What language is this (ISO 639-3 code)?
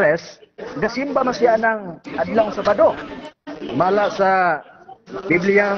ceb